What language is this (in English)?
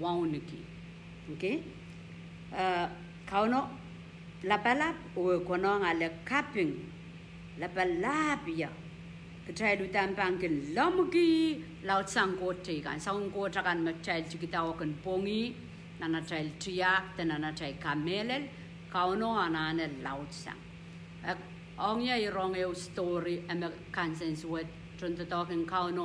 Pohnpeian